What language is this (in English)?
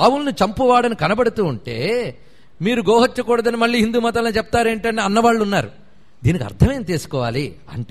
Telugu